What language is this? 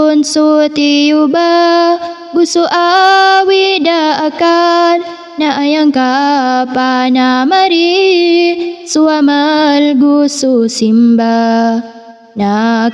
Maranao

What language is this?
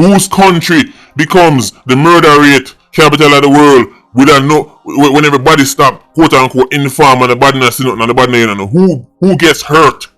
Jamaican Creole English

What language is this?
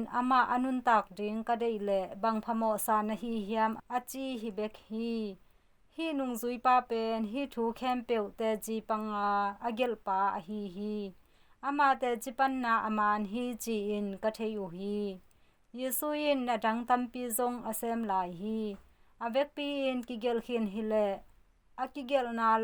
Tedim Chin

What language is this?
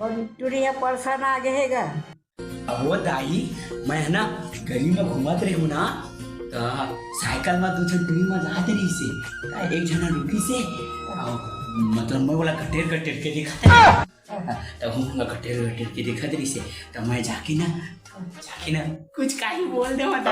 Chhattisgarhi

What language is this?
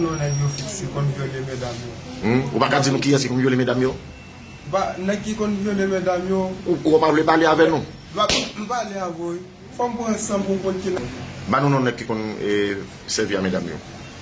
Haitian Creole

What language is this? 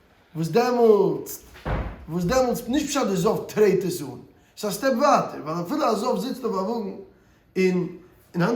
Yiddish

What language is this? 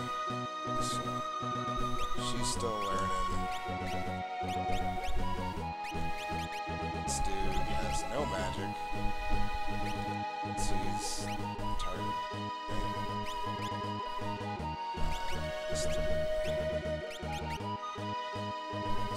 English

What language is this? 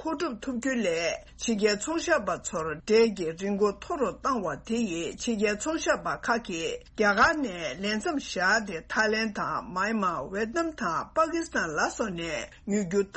Tibetan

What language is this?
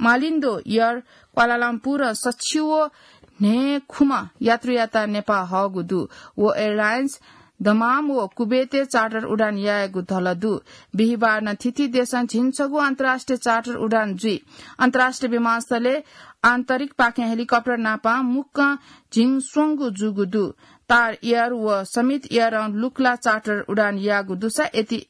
Newari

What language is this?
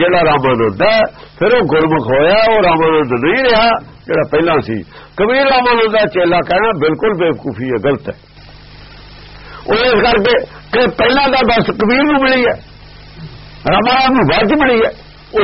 Punjabi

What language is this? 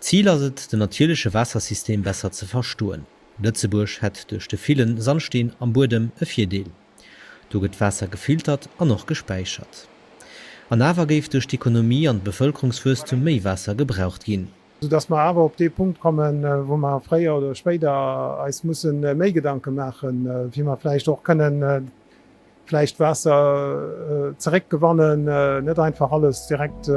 Luxembourgish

